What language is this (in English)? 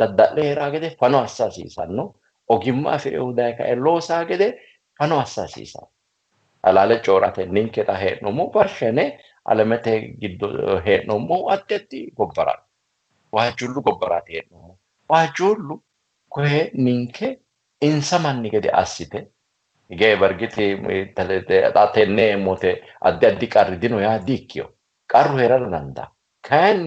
Sidamo